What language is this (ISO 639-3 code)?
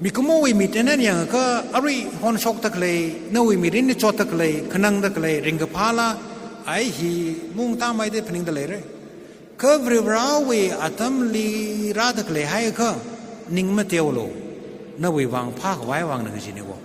nmf